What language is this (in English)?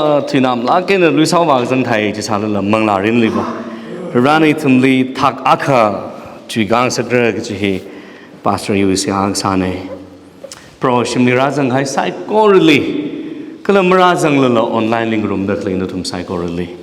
Tangkhul Naga (India)